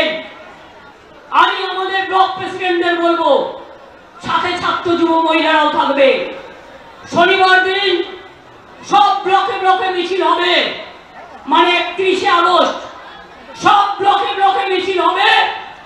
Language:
Bangla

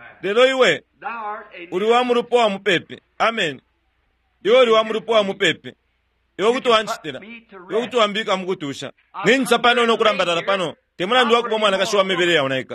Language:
Bemba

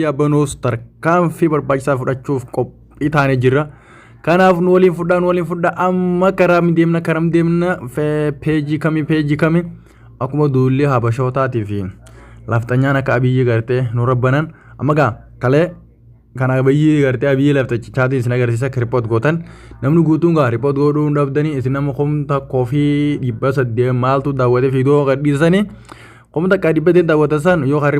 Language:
Oromo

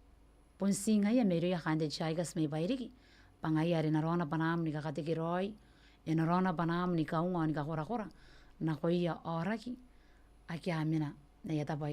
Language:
Gilbertese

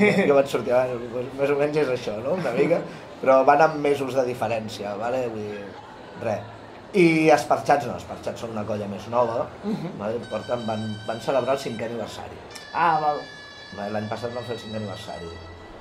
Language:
Catalan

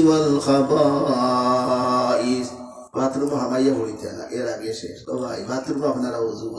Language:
Sylheti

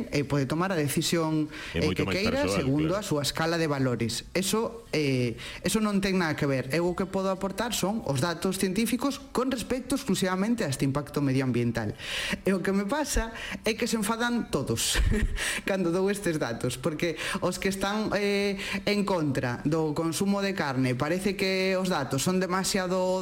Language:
Galician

